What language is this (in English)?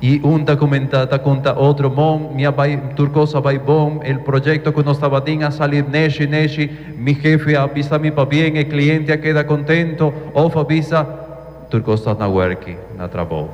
Papiamento